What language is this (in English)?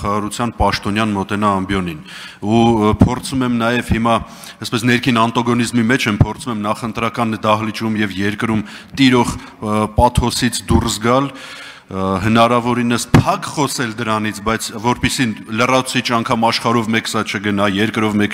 Armenian